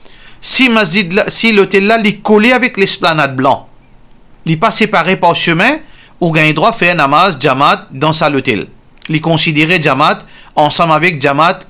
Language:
Morisyen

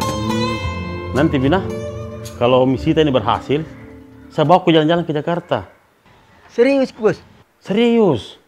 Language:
Makassar Malay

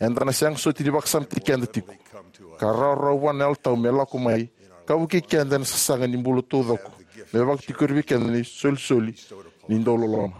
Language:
Fijian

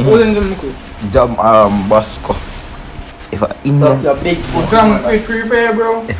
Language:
Jamaican Creole English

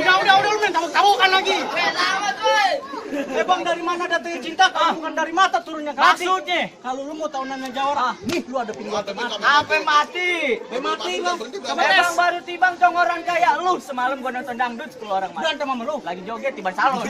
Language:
Betawi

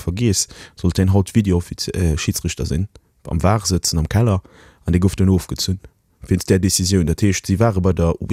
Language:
Luxembourgish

